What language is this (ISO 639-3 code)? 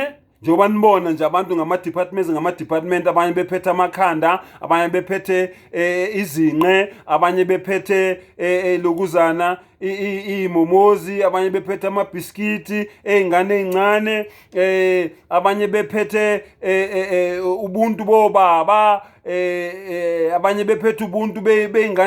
zul